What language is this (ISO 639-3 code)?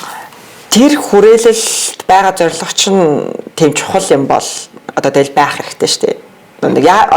mon